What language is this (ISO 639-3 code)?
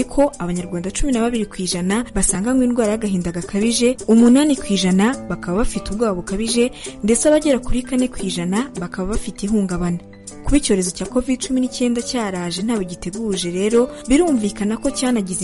kin